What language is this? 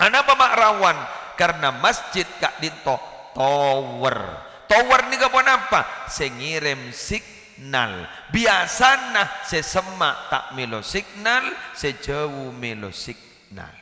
Madurese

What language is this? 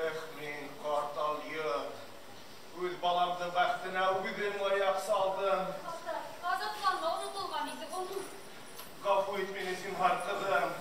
Bashkir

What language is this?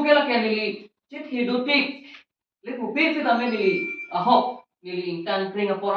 Karbi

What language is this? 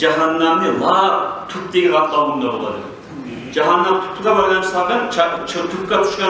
Kumyk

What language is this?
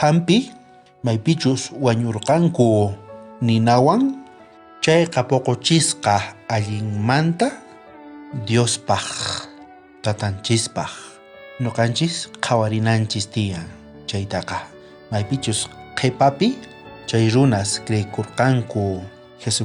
South Bolivian Quechua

